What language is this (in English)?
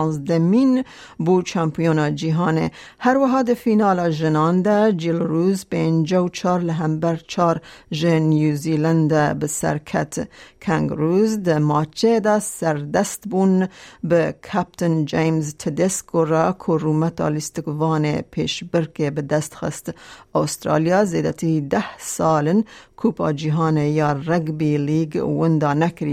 Kurdish